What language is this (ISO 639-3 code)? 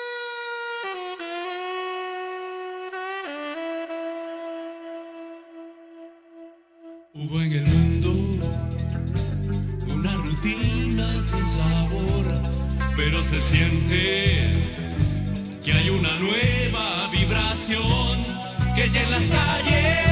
spa